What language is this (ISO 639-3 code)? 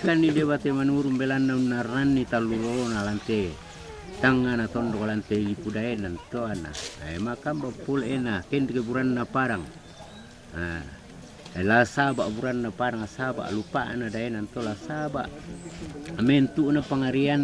sda